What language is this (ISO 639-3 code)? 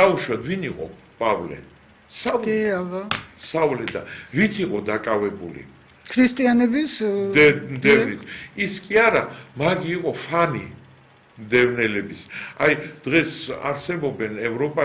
kat